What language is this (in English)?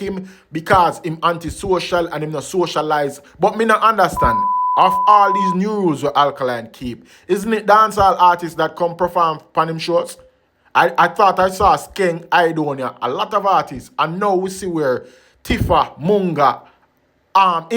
Jamaican Creole English